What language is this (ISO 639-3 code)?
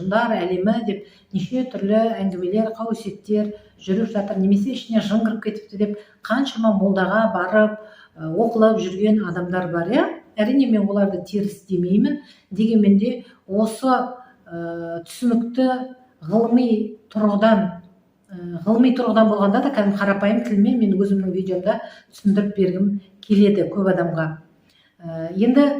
kaz